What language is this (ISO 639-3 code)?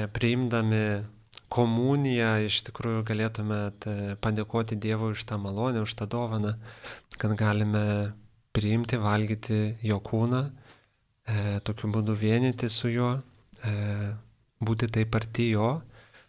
lit